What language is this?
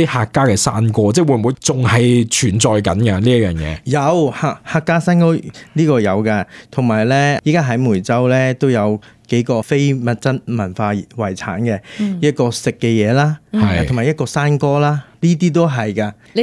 Cantonese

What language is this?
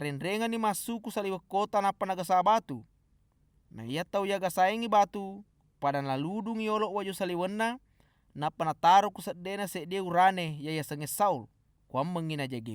Buginese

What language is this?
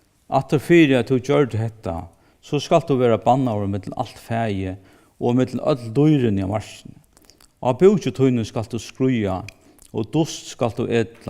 Faroese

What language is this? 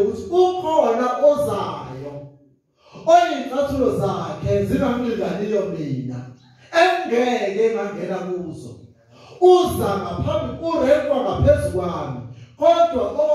Zulu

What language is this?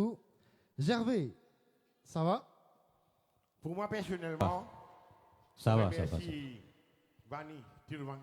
Morisyen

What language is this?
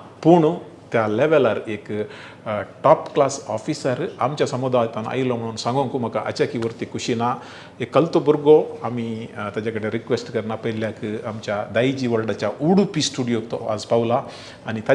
Konkani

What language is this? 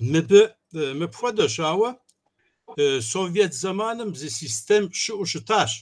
Kabardian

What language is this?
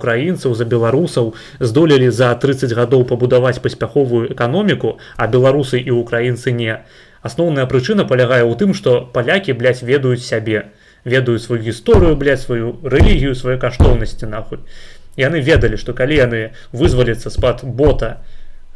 Belarusian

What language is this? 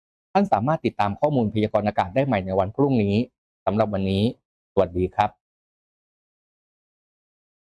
Thai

